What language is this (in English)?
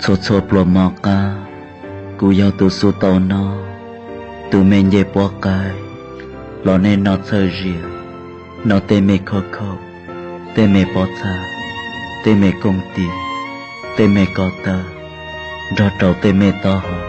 Hmong